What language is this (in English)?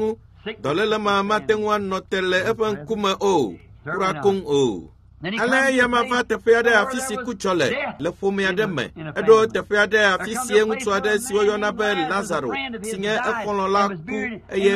Ewe